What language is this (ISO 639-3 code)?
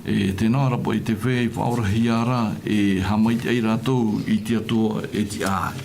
tah